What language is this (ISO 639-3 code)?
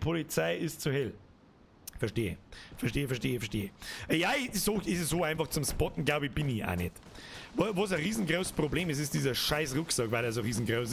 bar